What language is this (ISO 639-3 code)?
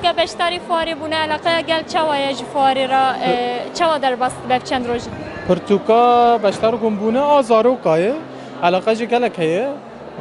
kur